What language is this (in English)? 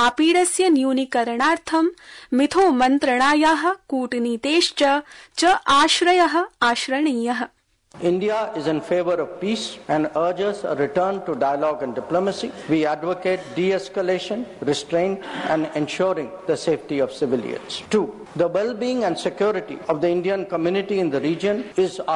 Sanskrit